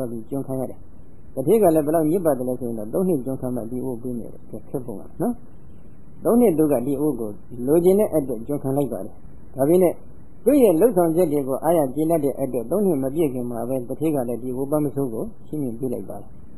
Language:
Burmese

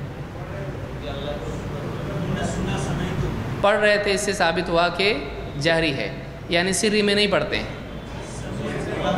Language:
Urdu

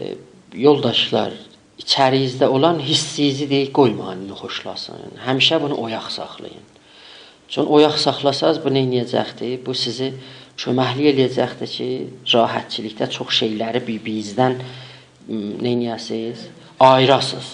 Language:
South Azerbaijani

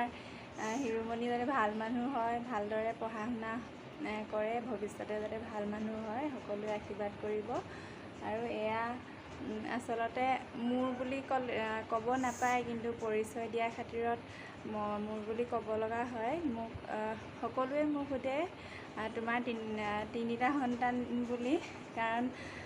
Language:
Assamese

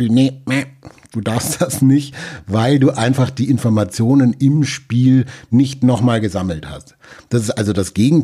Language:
German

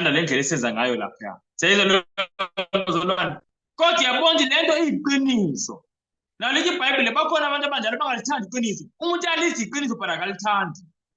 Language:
Zulu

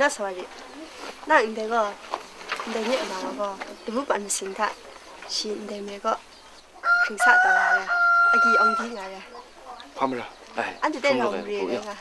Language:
Kachin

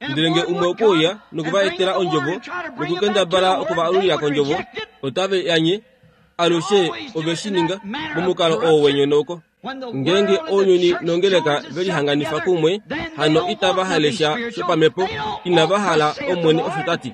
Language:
Kuanyama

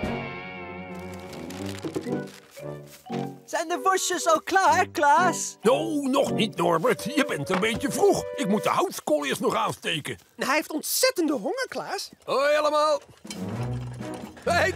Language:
Dutch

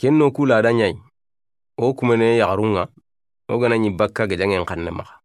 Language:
Soninke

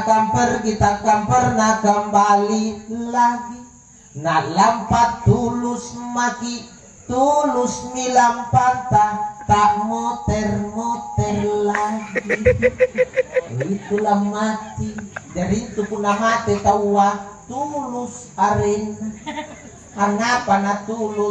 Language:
Makasar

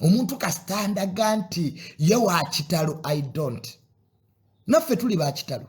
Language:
Ganda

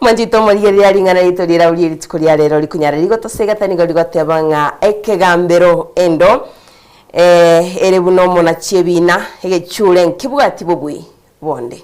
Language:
Gusii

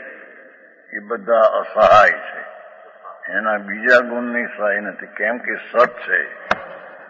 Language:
Gujarati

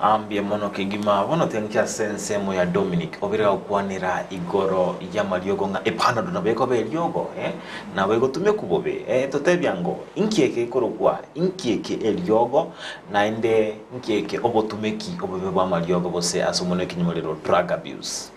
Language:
Gusii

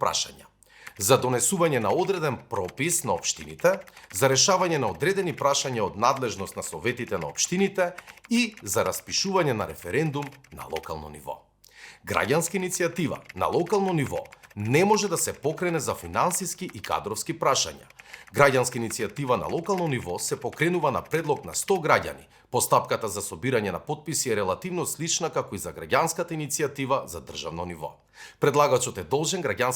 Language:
Macedonian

